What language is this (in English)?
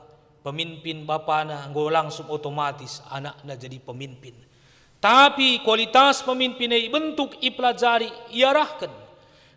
Batak Karo